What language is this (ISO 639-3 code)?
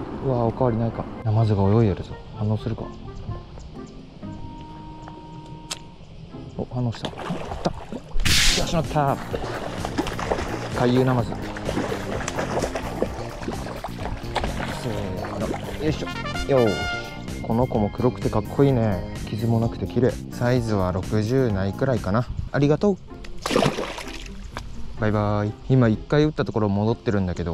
jpn